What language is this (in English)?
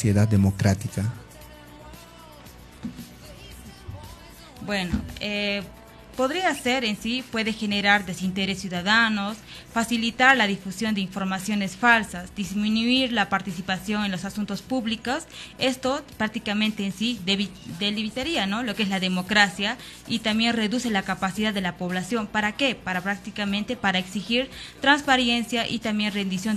Spanish